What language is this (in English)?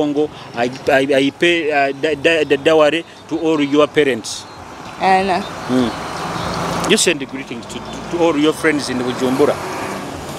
Nyoro